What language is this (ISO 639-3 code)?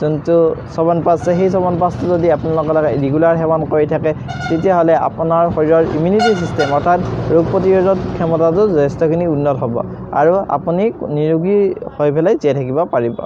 asm